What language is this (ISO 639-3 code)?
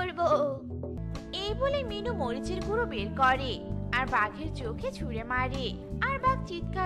ben